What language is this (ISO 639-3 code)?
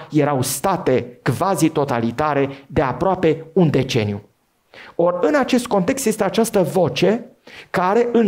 ron